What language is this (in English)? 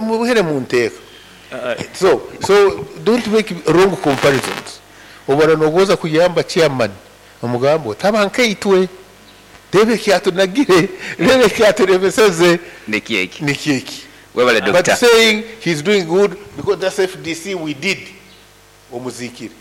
Nyankole